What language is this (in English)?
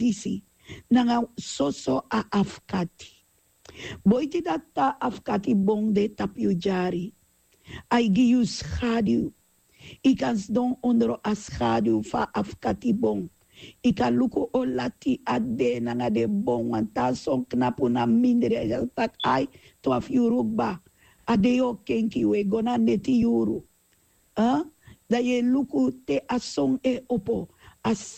Sranan Tongo